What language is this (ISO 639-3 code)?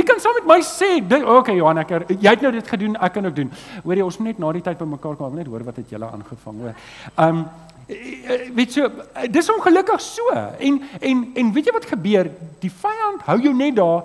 afr